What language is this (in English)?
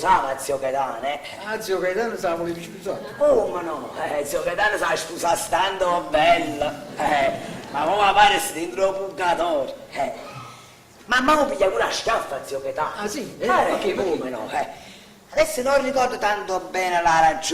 Neapolitan